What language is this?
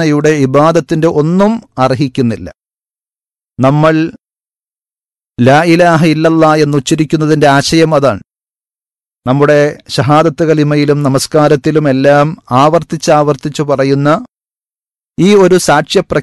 Malayalam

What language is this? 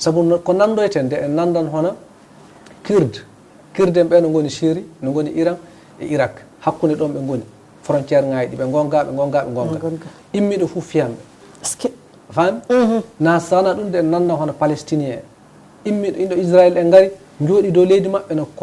Fula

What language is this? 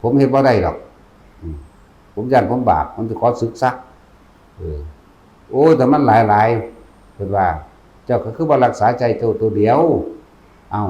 Northeastern Thai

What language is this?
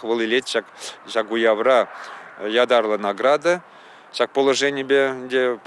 Chuvash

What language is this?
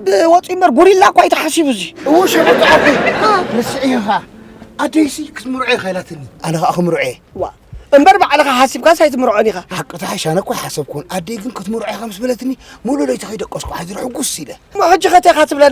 Tigrinya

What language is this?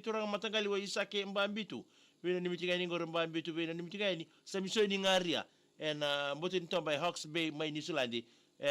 Fijian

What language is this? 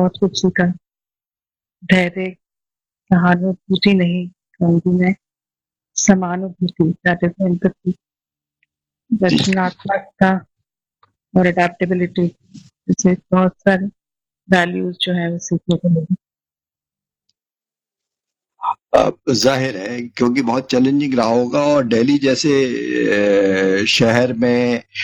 Hindi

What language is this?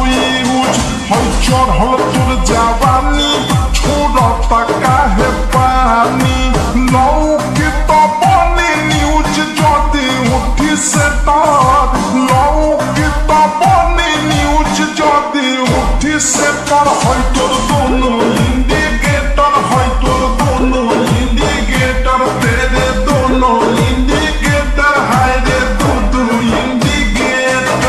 Bhojpuri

